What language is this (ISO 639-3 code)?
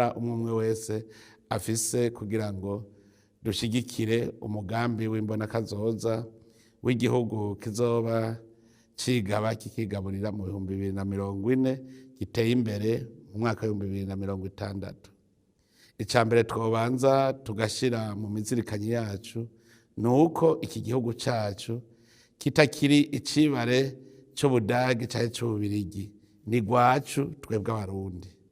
run